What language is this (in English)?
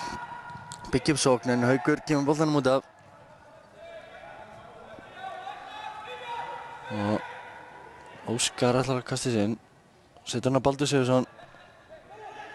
Icelandic